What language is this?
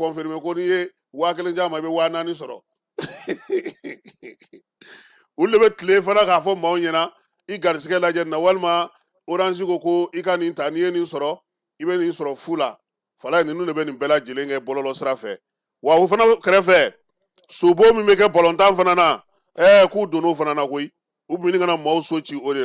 Bambara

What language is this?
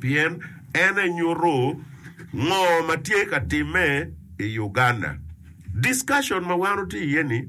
Acoli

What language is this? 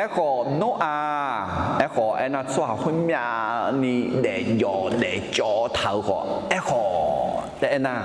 Akha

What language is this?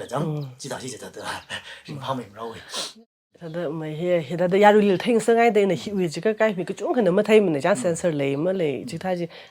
Tangkhul Naga (India)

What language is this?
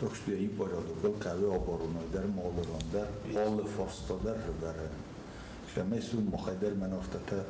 Ossetic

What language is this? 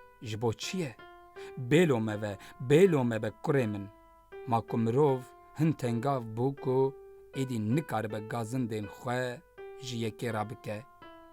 Kurdish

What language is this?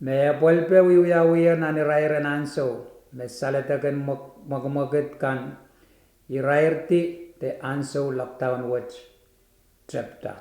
Pohnpeian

